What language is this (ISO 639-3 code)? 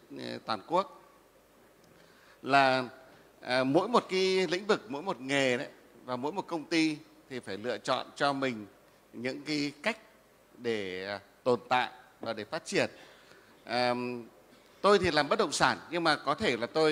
vie